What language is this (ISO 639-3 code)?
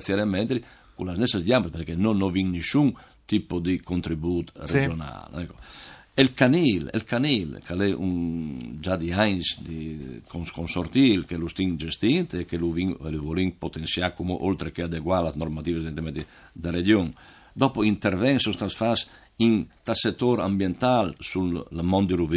fur